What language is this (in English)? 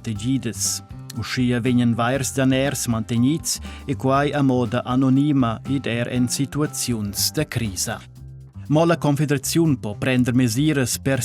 Romansh